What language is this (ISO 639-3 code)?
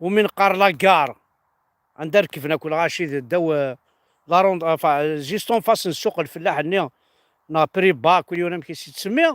kab